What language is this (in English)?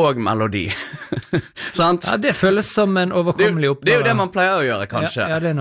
Norwegian